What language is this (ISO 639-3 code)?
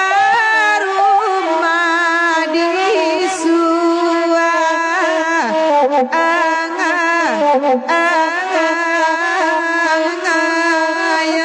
min